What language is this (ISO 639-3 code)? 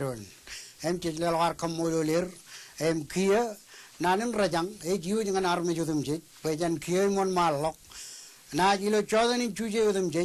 mah